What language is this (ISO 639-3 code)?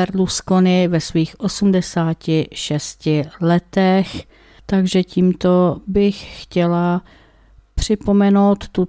ces